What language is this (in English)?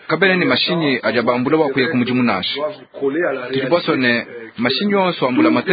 Luba-Lulua